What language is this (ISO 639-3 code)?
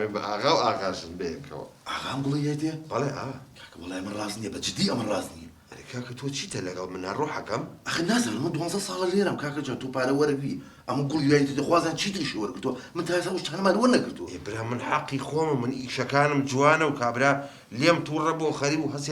ckb